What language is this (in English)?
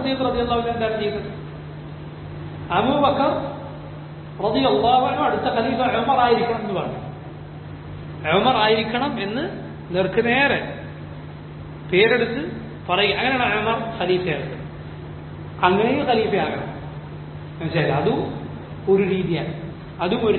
Malayalam